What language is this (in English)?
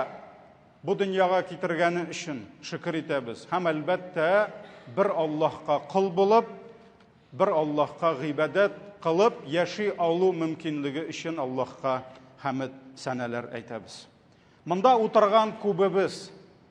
Tatar